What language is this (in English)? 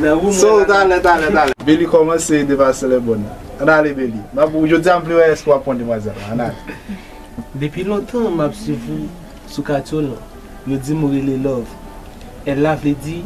Haitian Creole